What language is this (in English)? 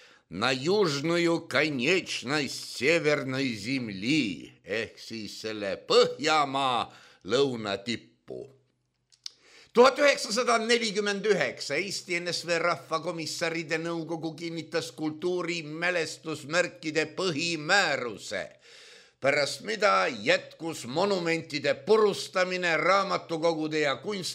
Estonian